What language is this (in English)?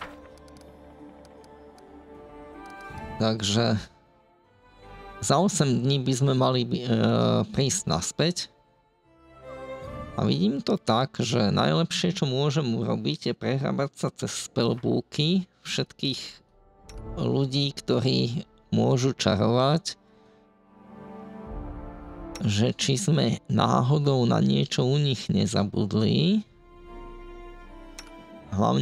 Slovak